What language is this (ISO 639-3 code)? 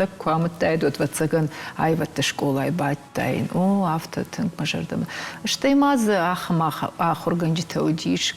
oss